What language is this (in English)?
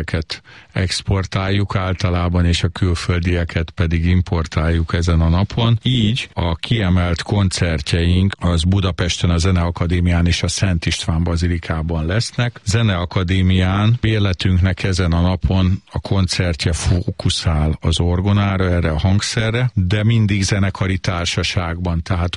Hungarian